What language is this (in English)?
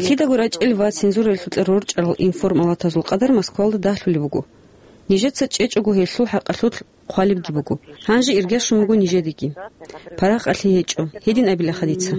Avaric